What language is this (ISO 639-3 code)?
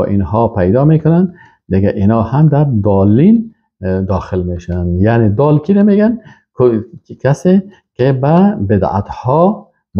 fas